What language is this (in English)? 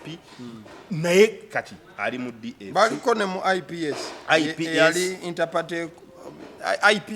Ganda